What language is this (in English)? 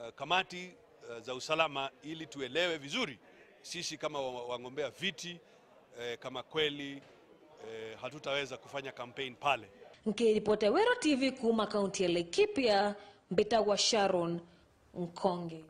Meru